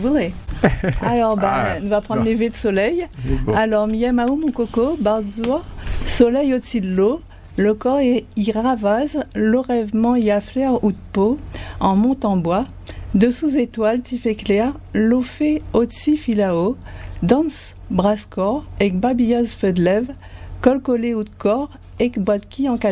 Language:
French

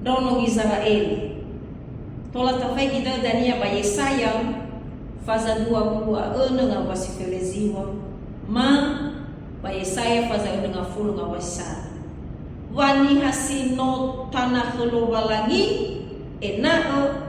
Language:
Nias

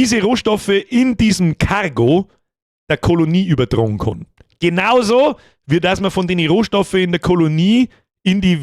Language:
Bavarian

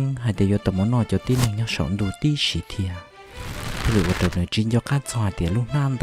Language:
Hmong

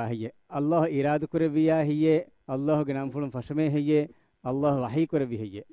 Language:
Divehi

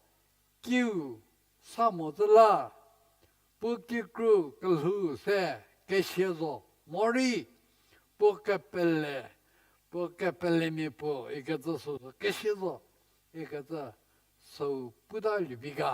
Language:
Angami Naga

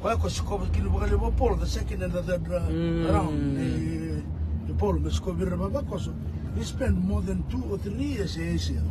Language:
Fijian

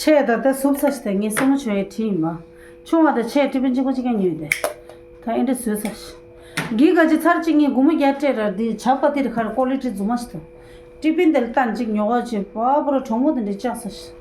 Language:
Tibetan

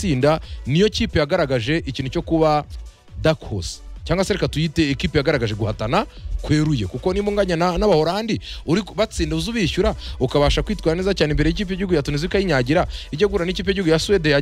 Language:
Kinyarwanda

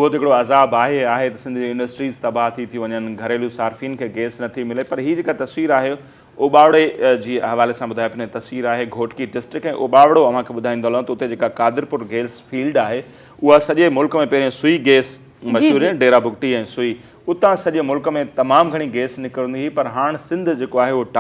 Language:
Sindhi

